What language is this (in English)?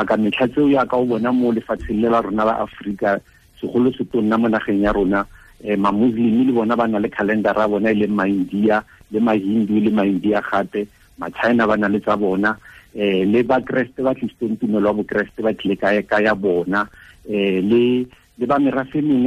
Tswana